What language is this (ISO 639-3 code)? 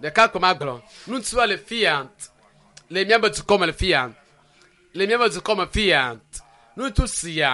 ewe